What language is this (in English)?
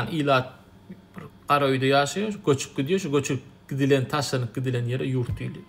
Turkmen